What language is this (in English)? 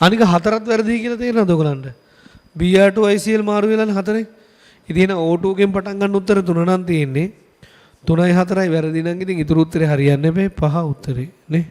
Sinhala